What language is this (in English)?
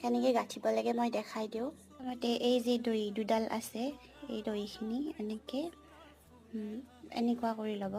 Assamese